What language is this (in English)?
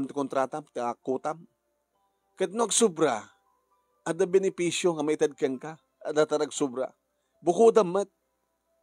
Iloko